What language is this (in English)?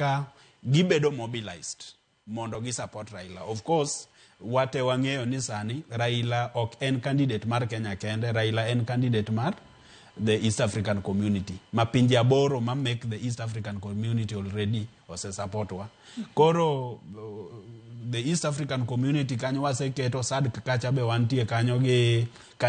Luo (Kenya and Tanzania)